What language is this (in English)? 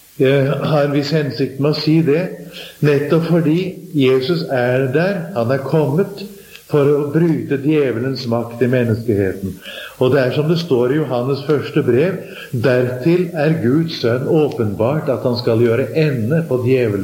Norwegian